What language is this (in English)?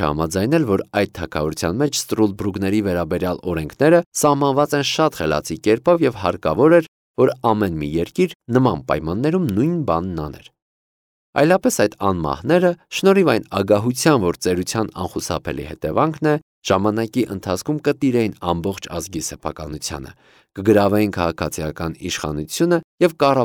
Armenian